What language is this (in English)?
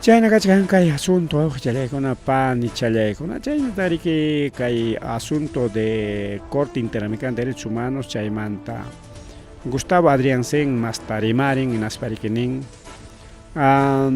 Ayacucho Quechua